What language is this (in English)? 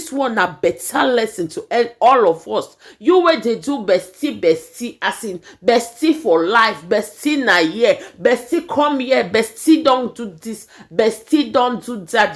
Nigerian Pidgin